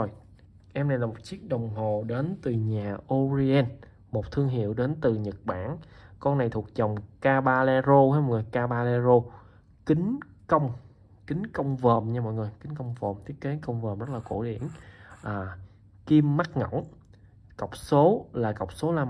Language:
Vietnamese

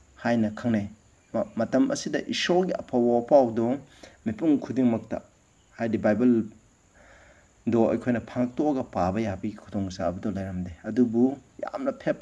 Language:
Manipuri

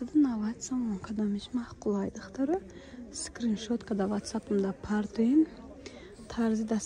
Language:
Tajik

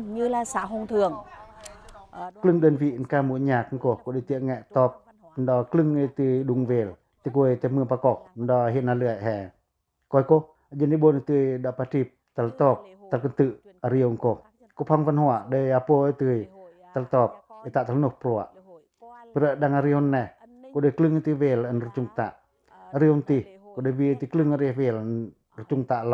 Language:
Pacoh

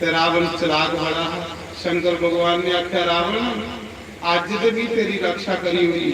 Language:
Dogri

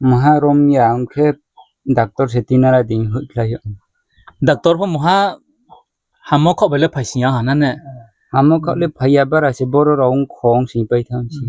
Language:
Riang (India)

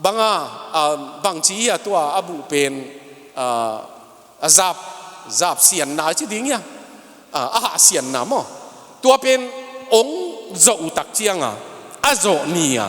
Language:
Tedim Chin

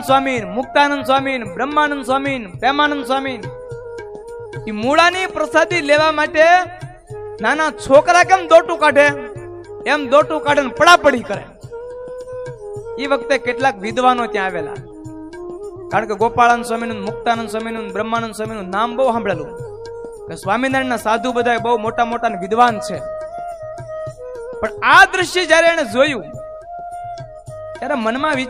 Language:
Gujarati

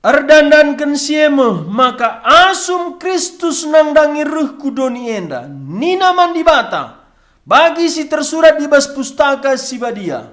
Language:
Batak Karo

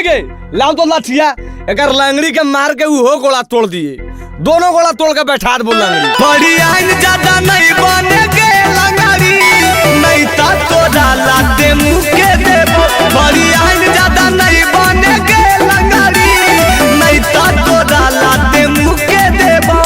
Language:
Magahi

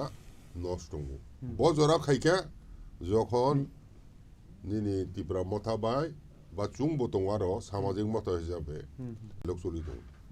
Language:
Kok Borok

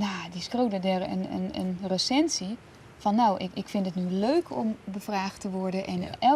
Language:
Western Frisian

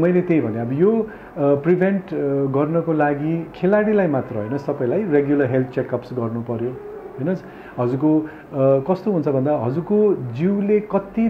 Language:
Nepali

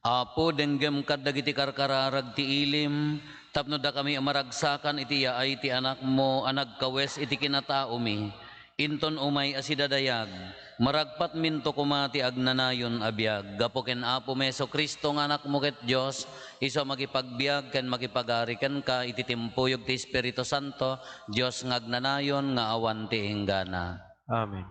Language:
Iloko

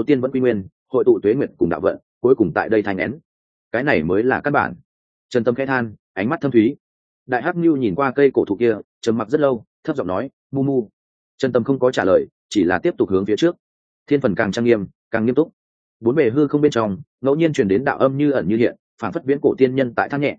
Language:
Vietnamese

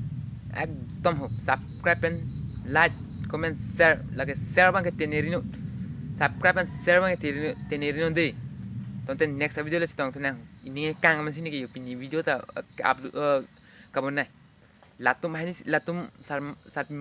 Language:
Karbi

